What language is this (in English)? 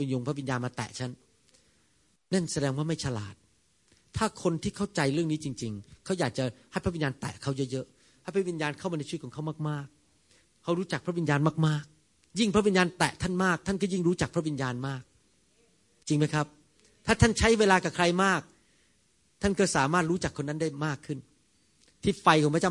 Thai